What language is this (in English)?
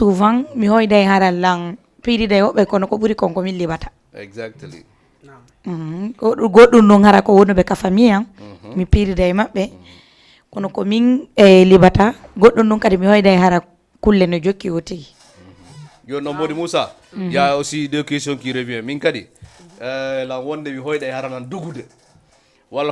Fula